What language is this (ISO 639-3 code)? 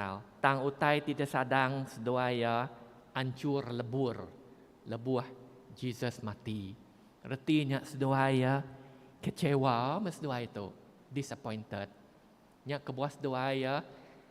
iba